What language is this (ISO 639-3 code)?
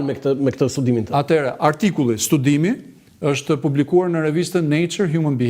sqi